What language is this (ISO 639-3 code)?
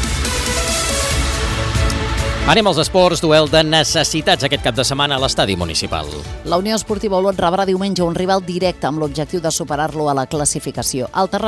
cat